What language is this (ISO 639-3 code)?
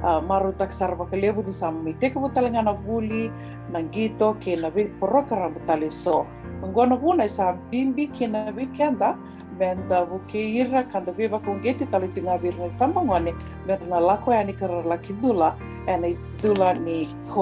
fij